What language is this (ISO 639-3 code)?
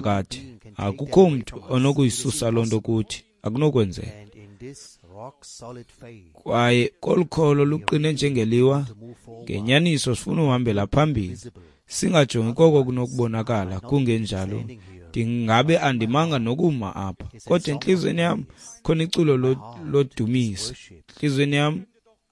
xho